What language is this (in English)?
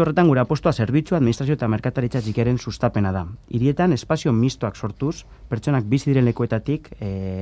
Basque